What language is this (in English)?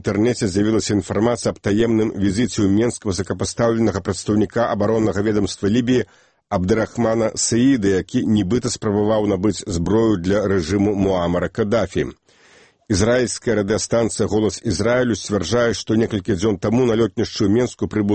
Belarusian